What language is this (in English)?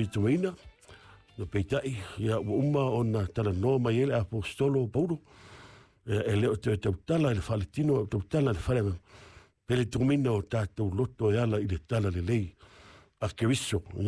Samoan